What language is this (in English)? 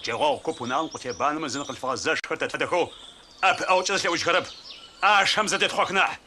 Adyghe